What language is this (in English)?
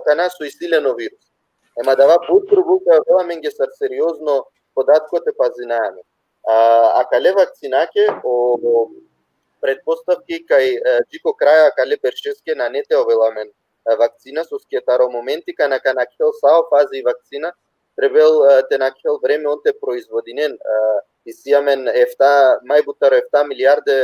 Balkan Romani